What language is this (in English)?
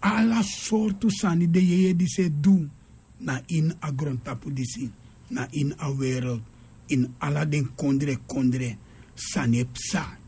Sranan Tongo